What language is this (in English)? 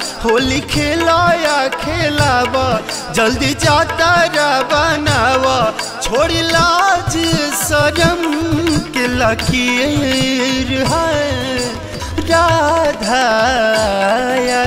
Bhojpuri